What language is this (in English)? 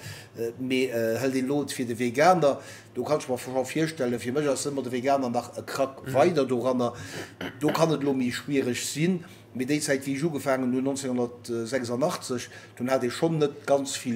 Luxembourgish